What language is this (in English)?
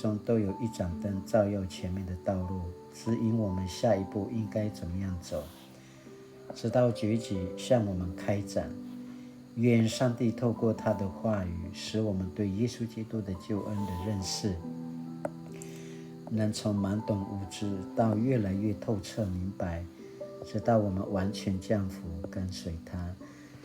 Paiwan